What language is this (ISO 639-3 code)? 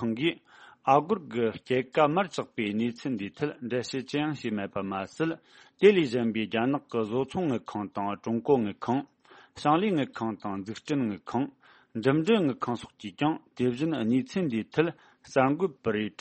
bod